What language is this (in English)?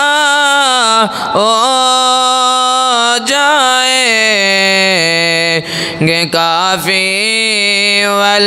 Urdu